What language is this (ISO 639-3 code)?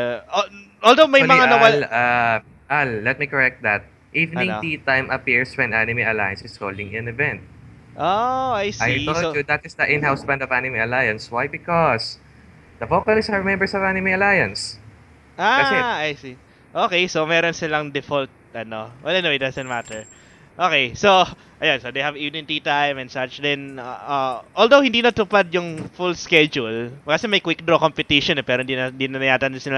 fil